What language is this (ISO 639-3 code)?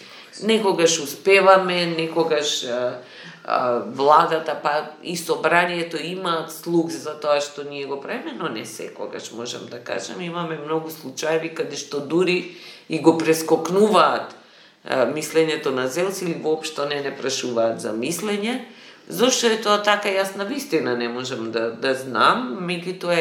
mkd